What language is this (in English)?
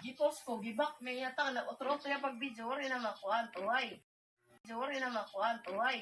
Waray